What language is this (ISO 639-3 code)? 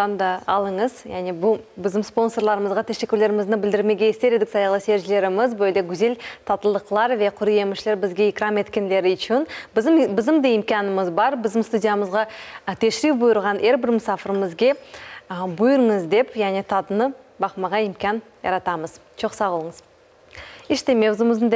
crh